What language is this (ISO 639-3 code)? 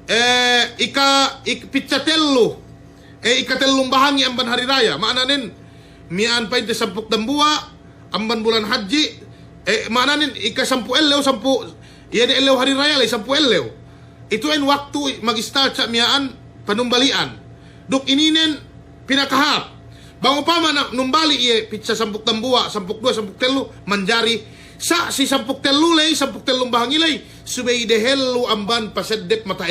yka